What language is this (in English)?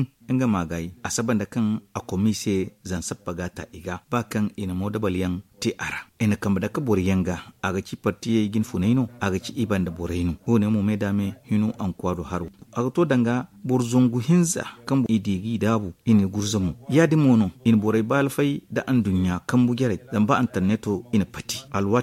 Zarma